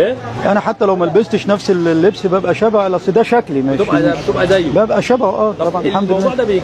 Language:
Egyptian Arabic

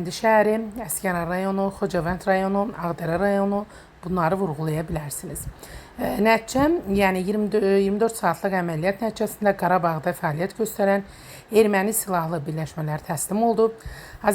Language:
Azerbaijani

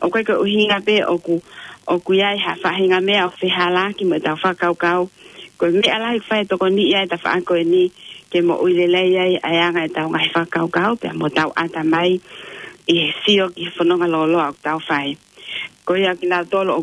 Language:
Tongan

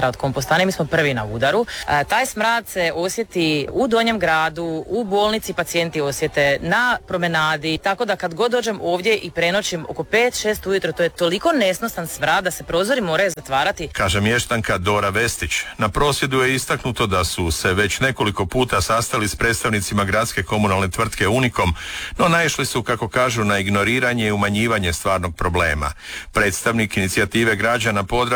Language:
Croatian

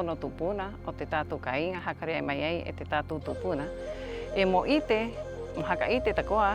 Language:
Rapanui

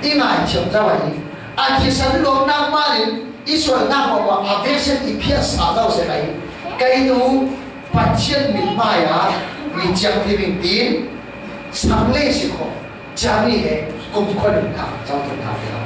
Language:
Falam Chin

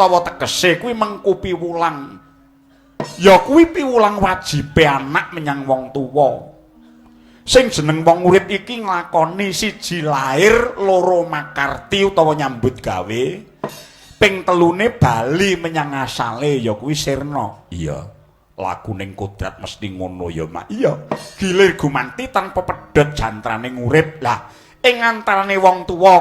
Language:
Javanese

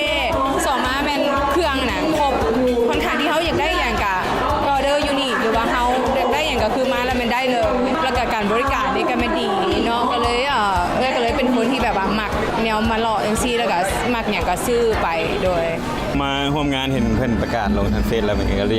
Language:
Lao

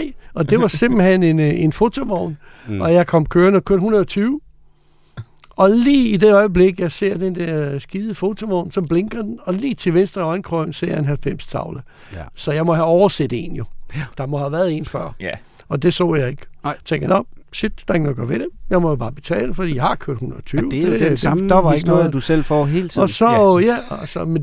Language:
Danish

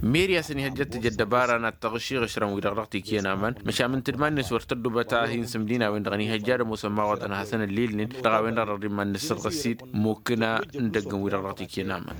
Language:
Tamasheq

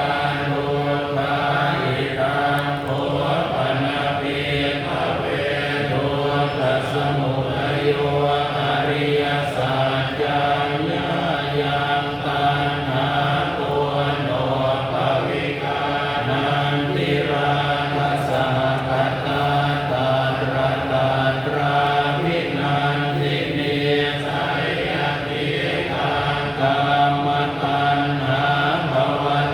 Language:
Pali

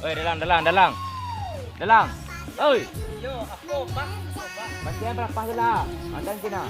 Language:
Minangkabau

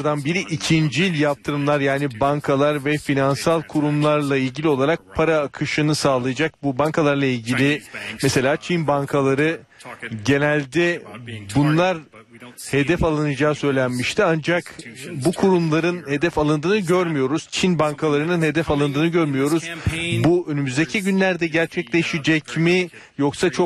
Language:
Turkish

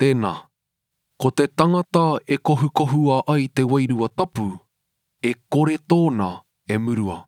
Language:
Māori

